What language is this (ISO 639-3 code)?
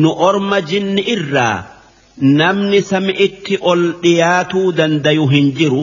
orm